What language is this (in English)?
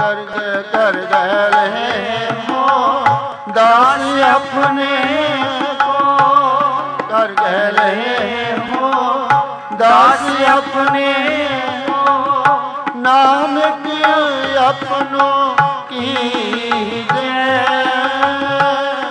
Punjabi